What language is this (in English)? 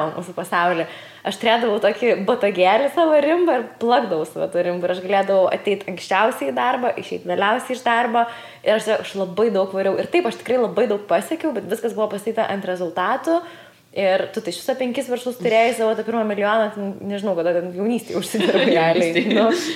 Lithuanian